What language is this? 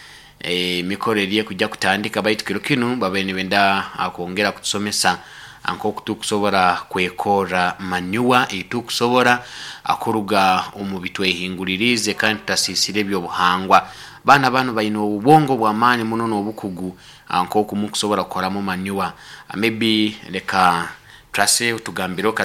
Nyoro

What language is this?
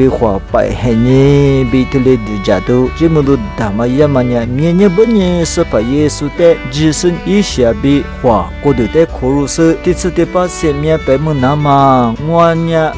Lisu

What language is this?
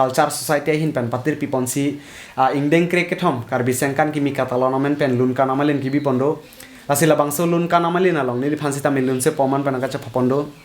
Karbi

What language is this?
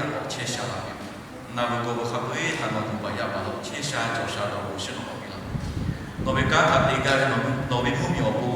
Lahu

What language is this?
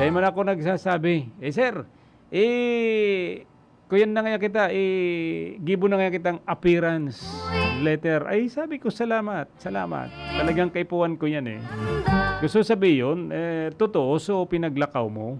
Bikol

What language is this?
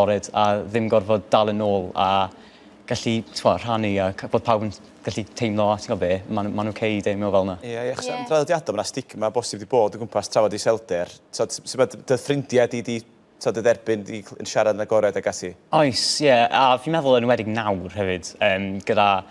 Welsh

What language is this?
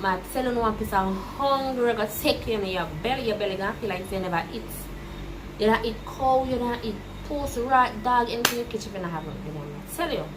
Jamaican Creole English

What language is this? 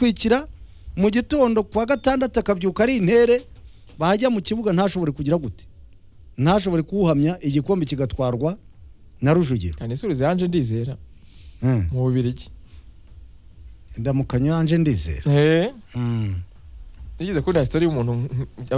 Kinyarwanda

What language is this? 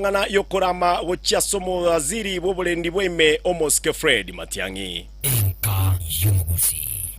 Gusii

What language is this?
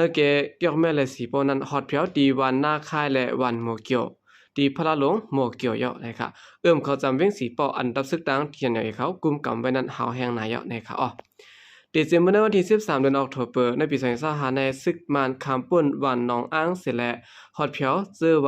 Shan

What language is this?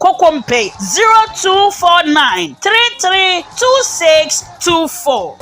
Akan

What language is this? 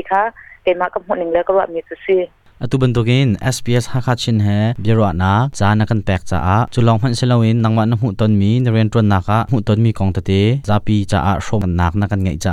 Hakha Chin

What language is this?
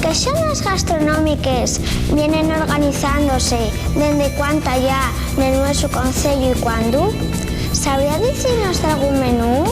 Asturian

